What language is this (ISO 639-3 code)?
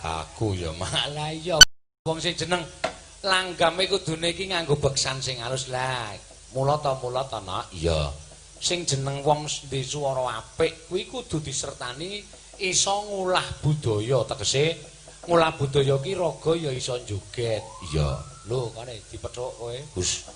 jav